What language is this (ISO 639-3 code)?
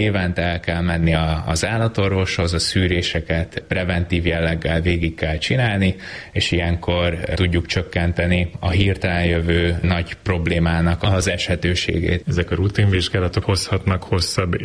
hun